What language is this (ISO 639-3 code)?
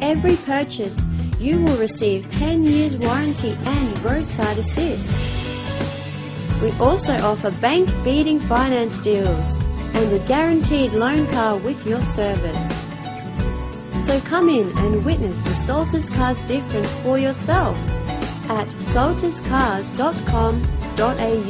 eng